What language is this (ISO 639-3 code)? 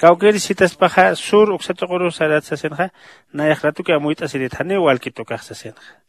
aym